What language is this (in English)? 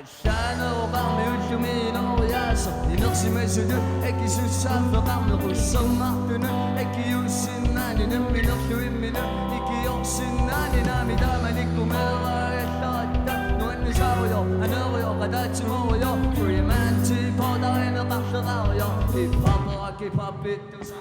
Kalaallisut